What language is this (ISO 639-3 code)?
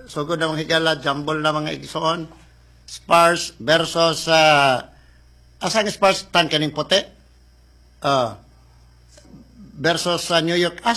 ceb